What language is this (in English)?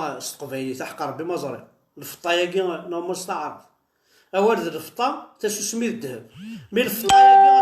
Kabyle